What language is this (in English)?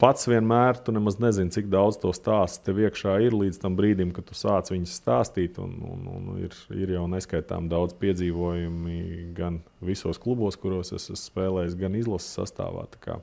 Latvian